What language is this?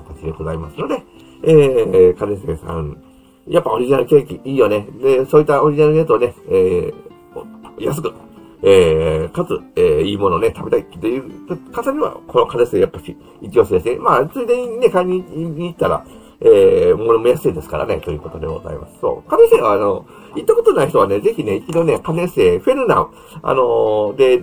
Japanese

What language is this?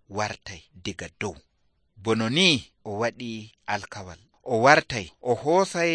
Nigerian Fulfulde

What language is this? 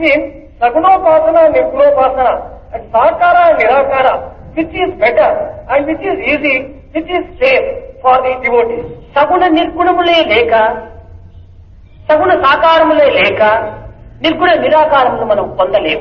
Telugu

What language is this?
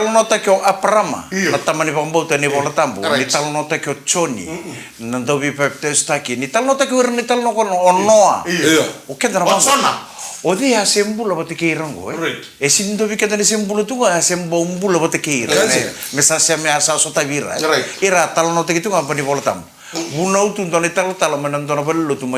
Fijian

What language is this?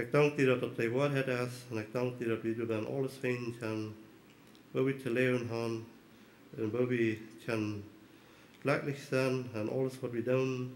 Plautdietsch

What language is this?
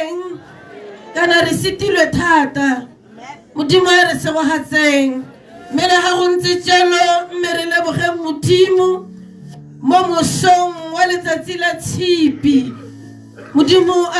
Tswana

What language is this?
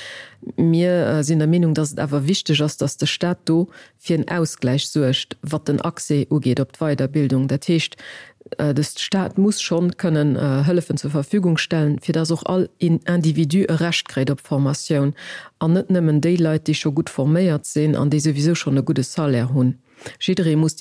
Luxembourgish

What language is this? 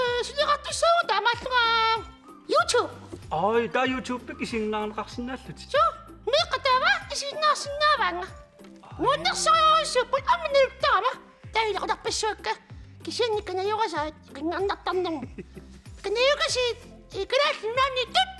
Kalaallisut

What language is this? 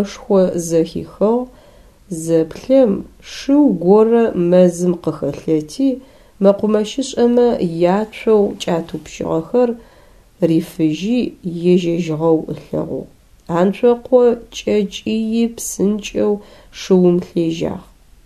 Adyghe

